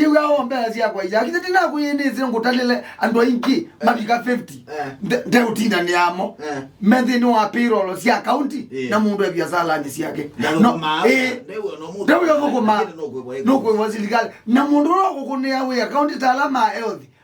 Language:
Kamba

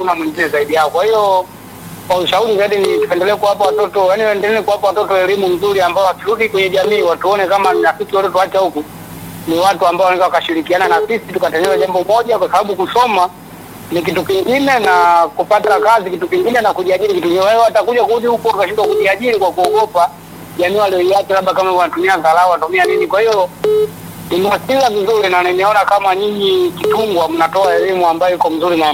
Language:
Swahili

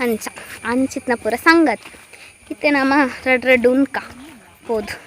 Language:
Tulu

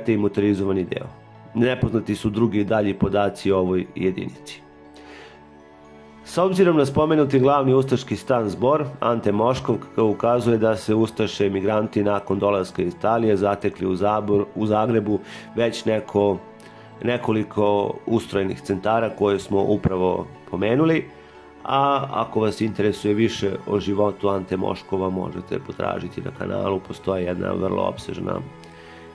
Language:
Serbian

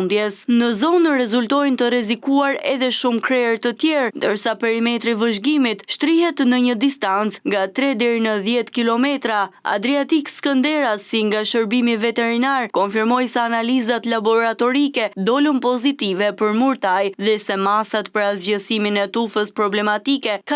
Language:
Albanian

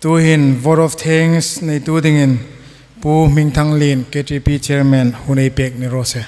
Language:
Hmar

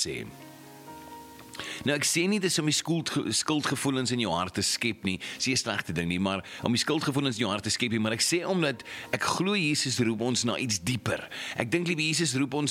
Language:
Afrikaans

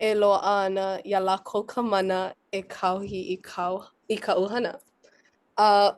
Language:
Hawaiian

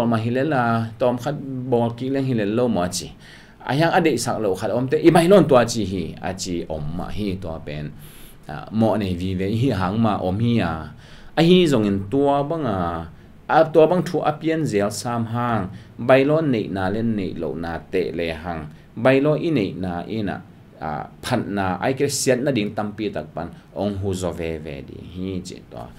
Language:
Tedim Chin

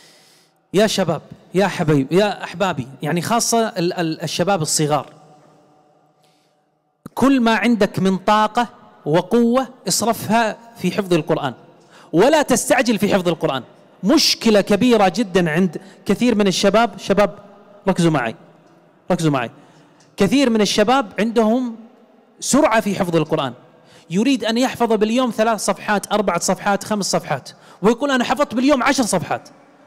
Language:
Arabic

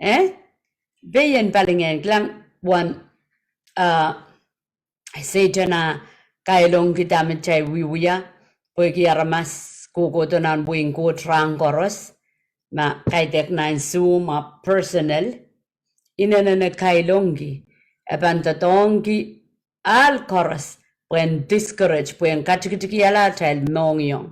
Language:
Pohnpeian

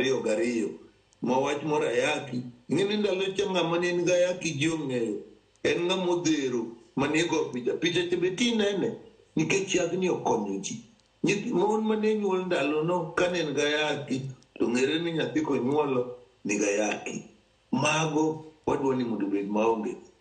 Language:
Luo (Kenya and Tanzania)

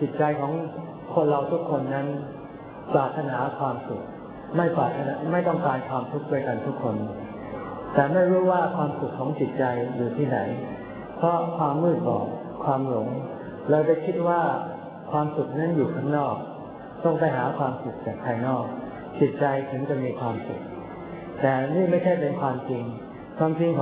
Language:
Thai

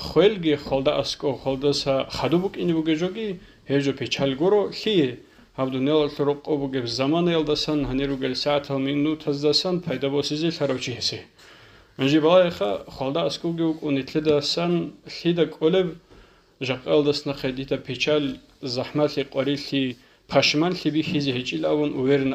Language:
Avaric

